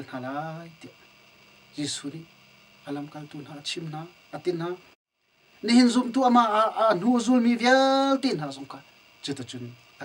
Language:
Hakha Chin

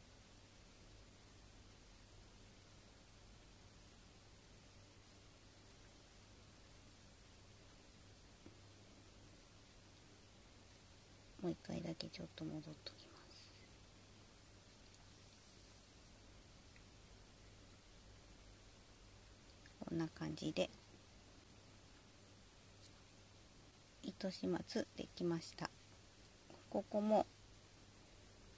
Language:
Japanese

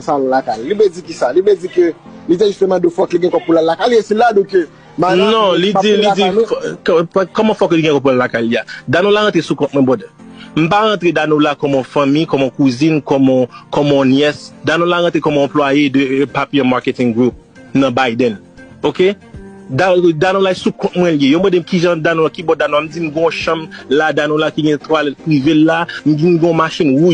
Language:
Haitian Creole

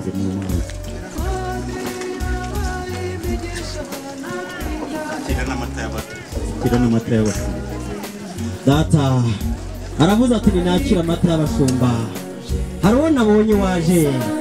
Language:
Kinyarwanda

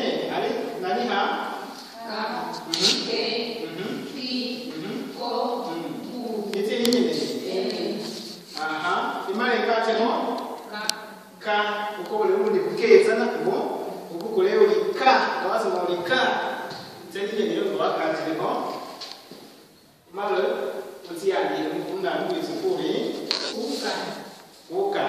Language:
Swahili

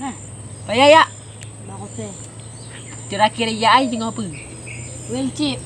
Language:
Achinese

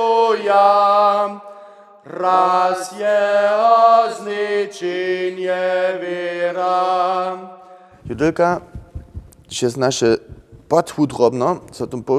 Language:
Upper Sorbian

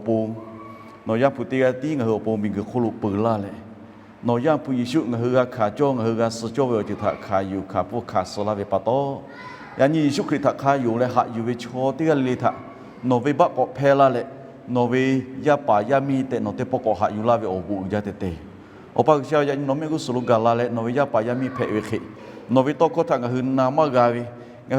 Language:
Lahu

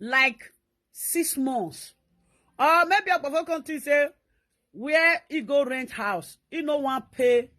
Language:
Nigerian Pidgin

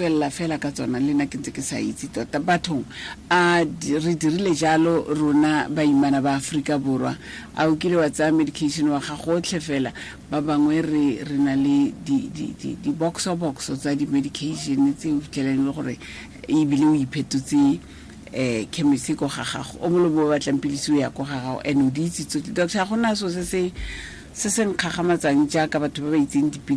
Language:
Tswana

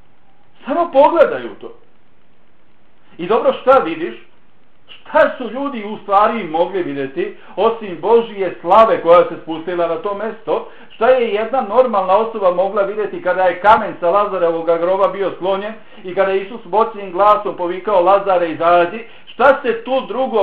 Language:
Bosnian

